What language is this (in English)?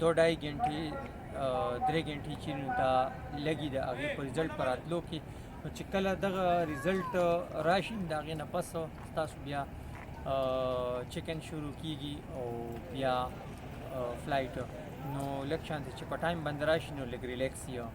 Pashto